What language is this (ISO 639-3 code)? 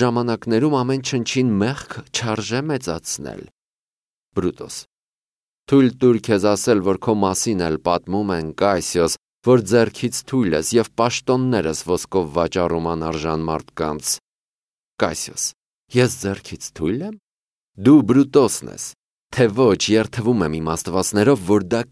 hye